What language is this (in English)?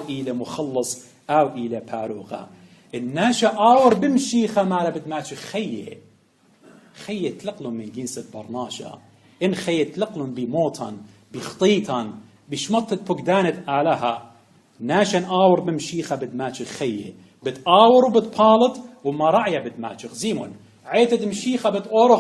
Assyrian Neo-Aramaic